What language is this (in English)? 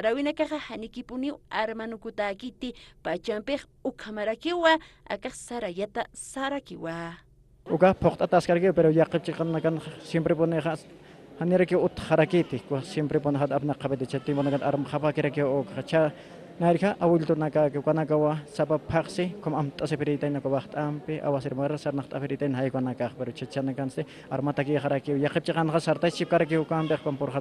Aymara